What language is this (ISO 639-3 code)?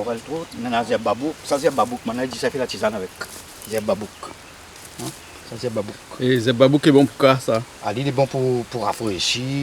rcf